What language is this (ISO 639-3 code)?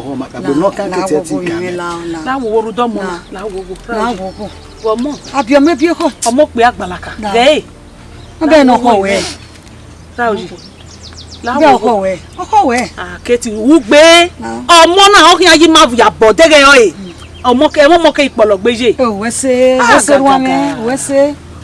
bin